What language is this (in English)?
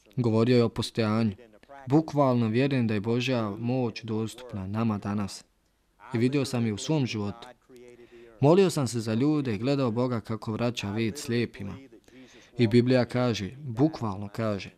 Bosnian